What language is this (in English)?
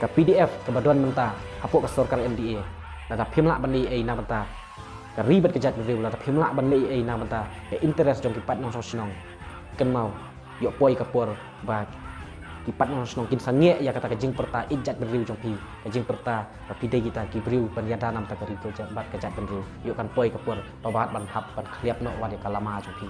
Khasi